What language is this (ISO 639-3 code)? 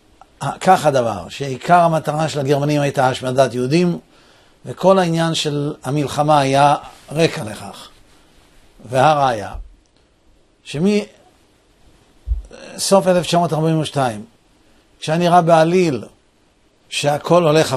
heb